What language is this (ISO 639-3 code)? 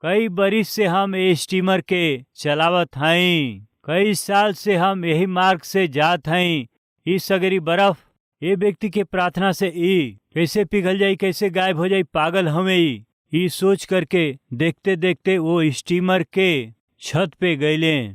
bho